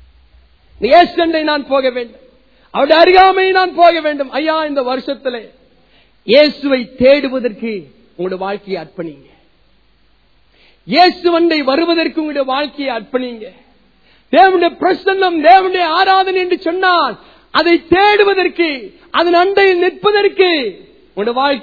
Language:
Tamil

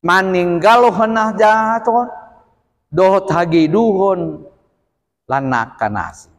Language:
Batak Toba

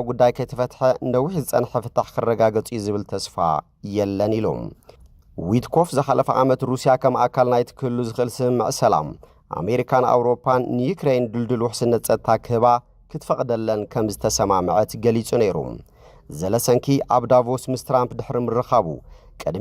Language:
Tigrinya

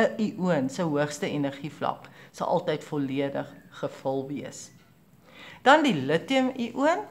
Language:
Afrikaans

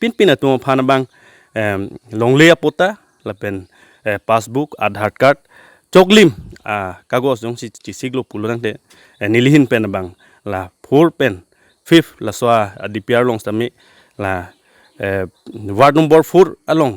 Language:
Karbi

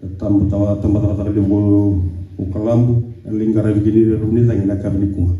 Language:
Fijian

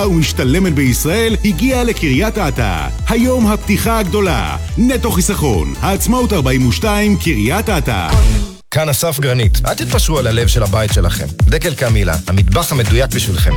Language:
Hebrew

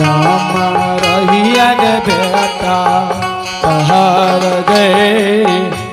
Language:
Angika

